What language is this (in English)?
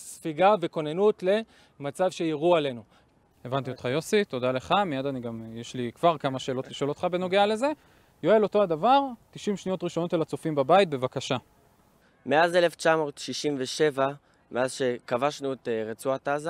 Hebrew